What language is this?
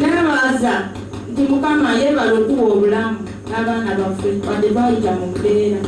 Ganda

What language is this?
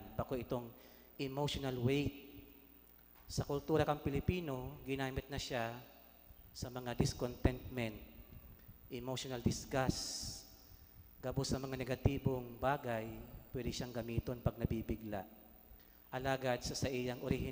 Bikol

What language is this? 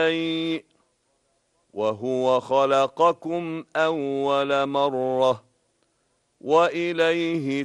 Arabic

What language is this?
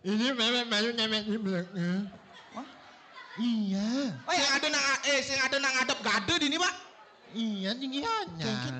Balinese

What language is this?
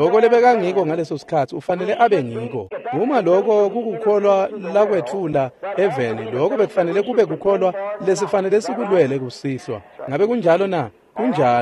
Swati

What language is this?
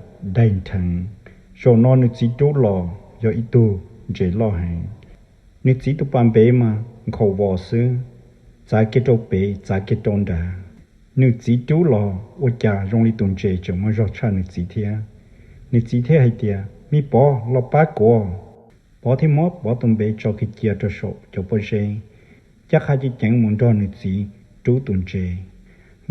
Hmong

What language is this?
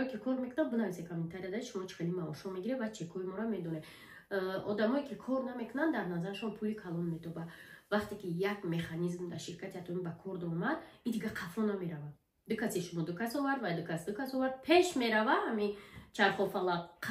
Tajik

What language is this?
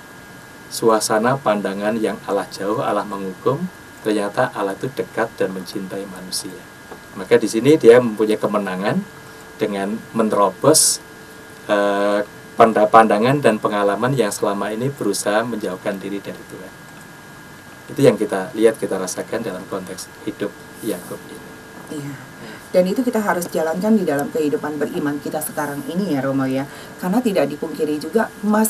Indonesian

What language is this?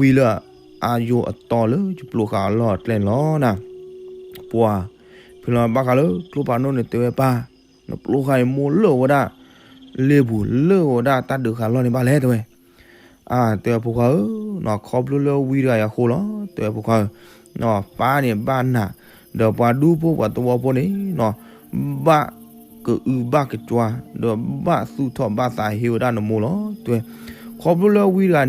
S'gaw Karen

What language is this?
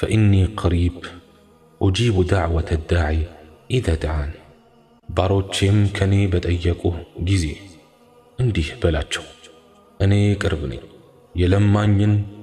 Amharic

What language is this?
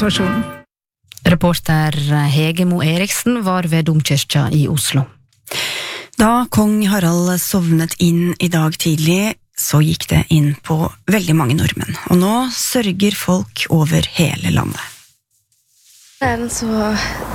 Norwegian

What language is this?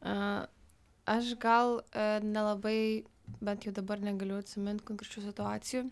Lithuanian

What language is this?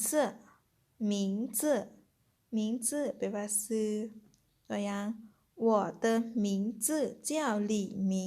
Lao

